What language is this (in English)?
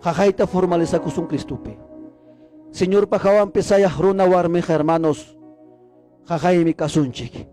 Ayacucho Quechua